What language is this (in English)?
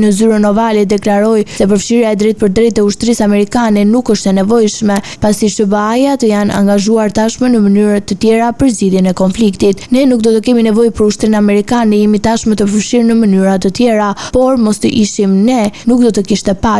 Albanian